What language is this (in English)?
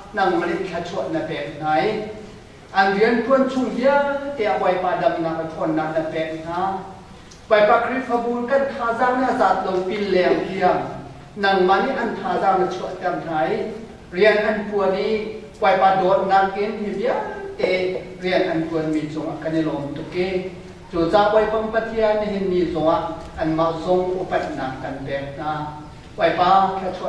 Hakha Chin